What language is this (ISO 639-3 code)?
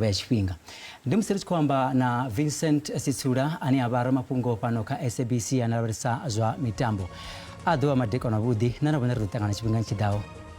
ven